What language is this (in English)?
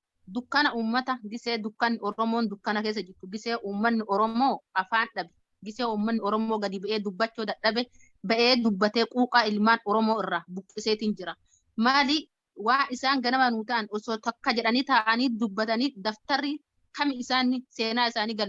Oromo